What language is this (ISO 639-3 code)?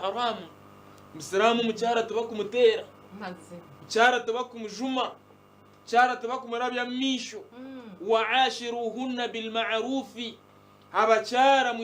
nyn